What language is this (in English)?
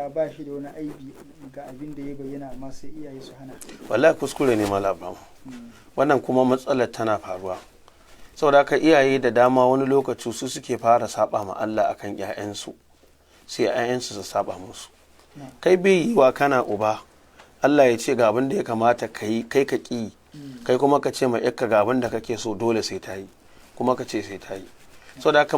Hausa